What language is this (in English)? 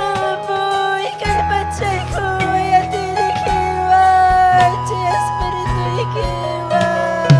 Ayacucho Quechua